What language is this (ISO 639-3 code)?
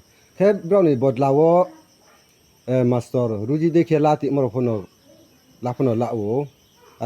ria